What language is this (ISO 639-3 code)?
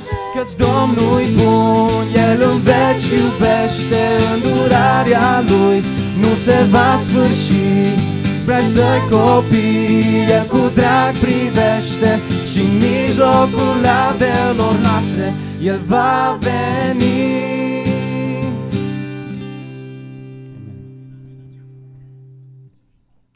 ron